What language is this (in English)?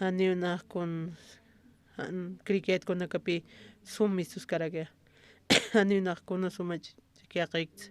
Aymara